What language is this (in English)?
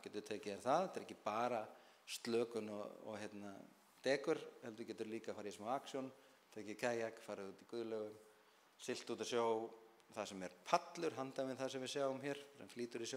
Icelandic